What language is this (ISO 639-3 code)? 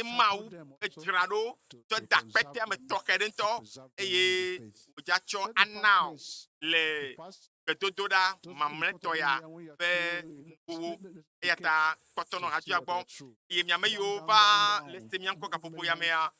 ewe